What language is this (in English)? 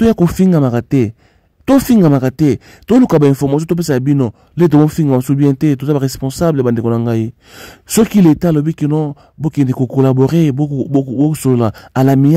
Lingala